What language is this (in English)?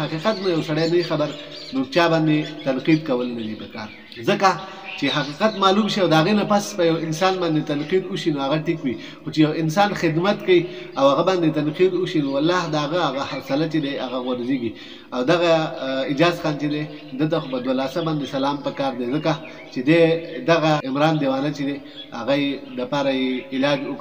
Pashto